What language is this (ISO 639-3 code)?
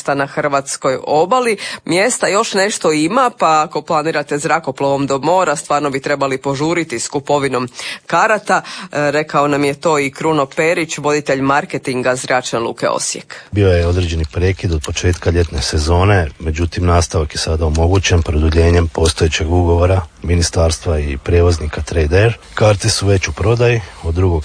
hrv